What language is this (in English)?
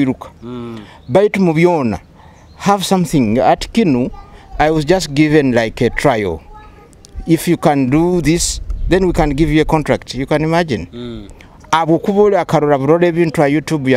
Nyoro